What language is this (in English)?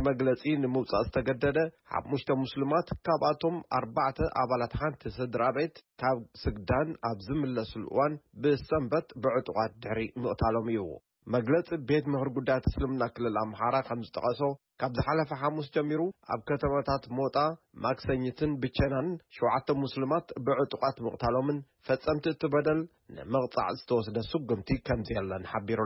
Tigrinya